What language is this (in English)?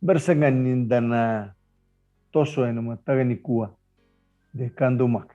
Fijian